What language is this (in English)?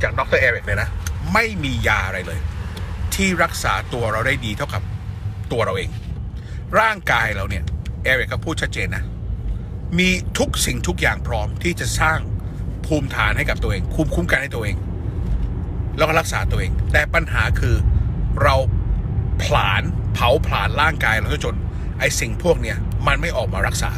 Thai